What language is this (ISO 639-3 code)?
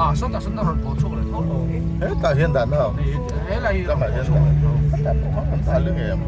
lus